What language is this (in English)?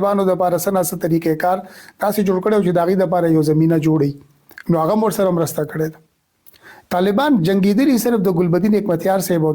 Pashto